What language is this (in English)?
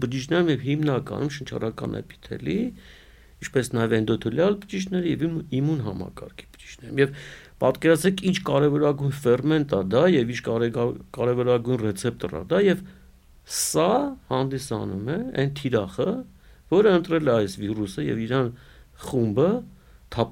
Armenian